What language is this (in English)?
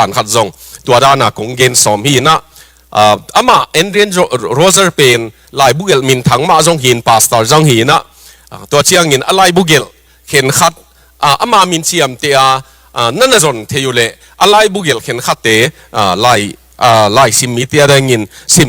Tedim Chin